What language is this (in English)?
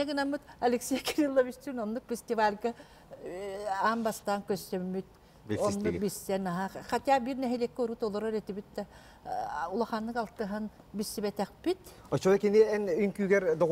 Yakut